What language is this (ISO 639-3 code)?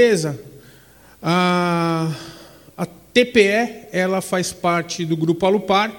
por